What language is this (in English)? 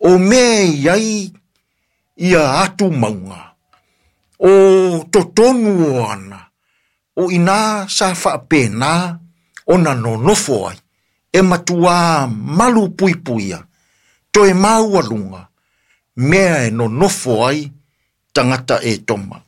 Samoan